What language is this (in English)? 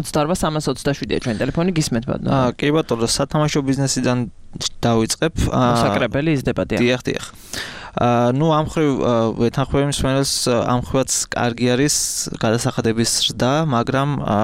Georgian